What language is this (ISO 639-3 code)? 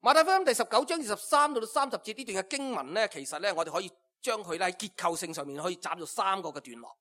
yue